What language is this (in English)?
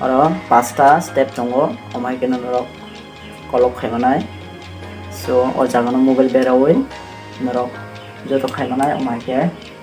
Kok Borok